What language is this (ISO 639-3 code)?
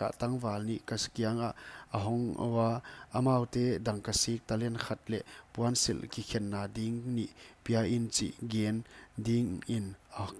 pck